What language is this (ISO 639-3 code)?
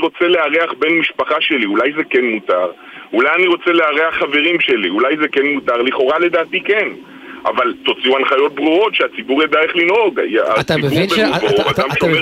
heb